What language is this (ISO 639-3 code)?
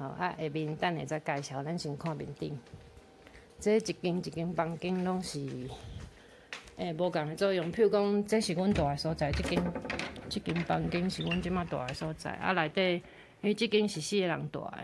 nan